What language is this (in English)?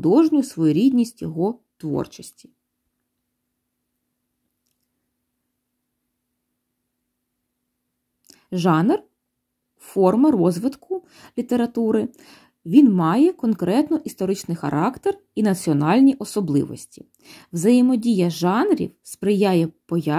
Ukrainian